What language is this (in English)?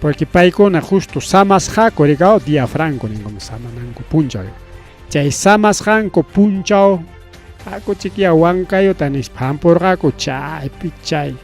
Ayacucho Quechua